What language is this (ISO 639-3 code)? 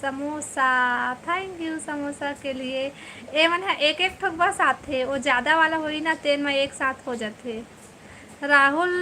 hne